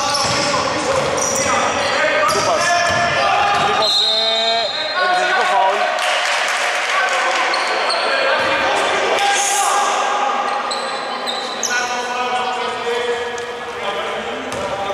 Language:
Greek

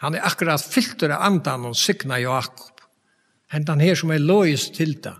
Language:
Faroese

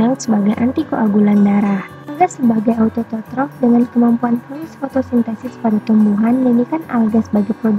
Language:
Indonesian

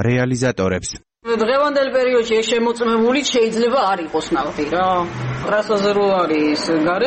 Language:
Georgian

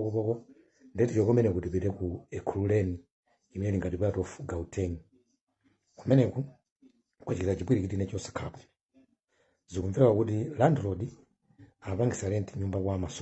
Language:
Nyanja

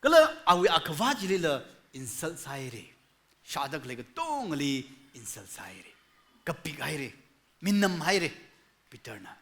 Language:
Tangkhul Naga (India)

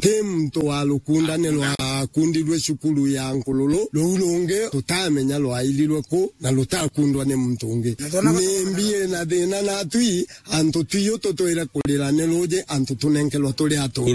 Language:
Meru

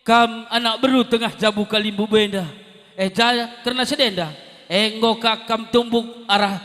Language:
Batak Karo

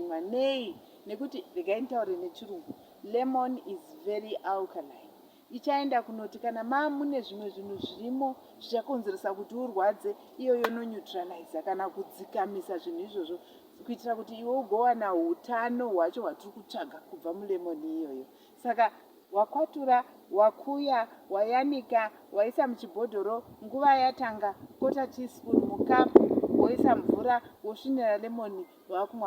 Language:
Shona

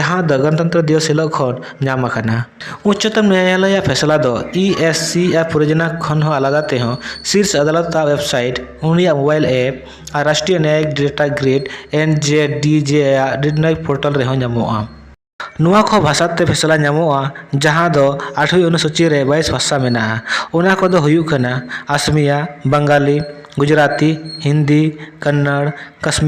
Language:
Santali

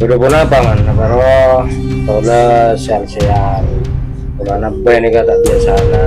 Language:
Madurese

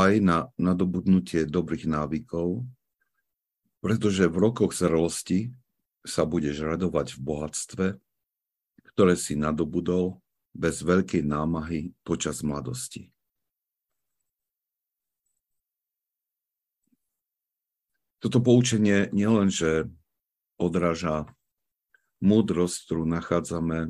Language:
Slovak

